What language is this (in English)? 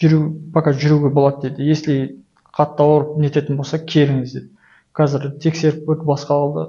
Kazakh